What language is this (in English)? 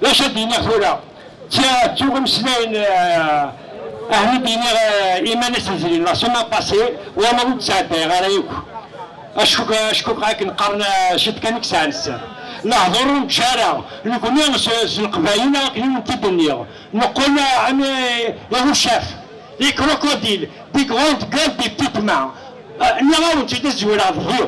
Kabyle